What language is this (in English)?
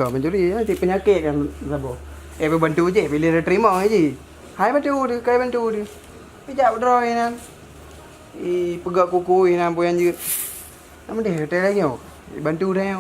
Achinese